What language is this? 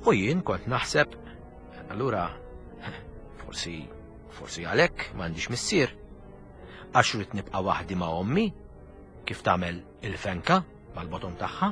Maltese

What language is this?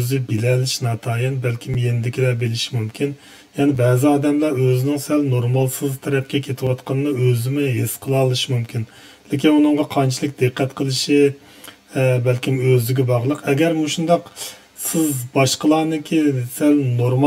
Uyghur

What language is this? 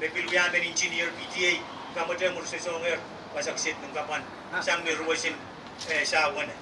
Pohnpeian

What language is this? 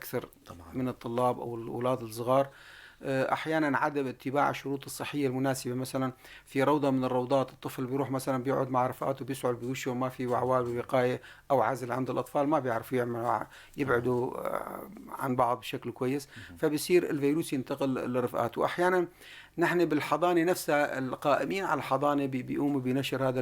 North Levantine Arabic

